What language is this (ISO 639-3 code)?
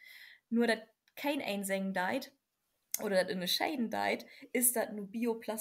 nds